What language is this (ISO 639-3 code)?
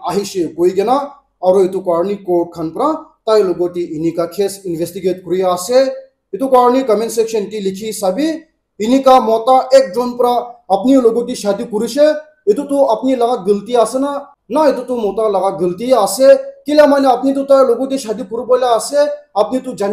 nag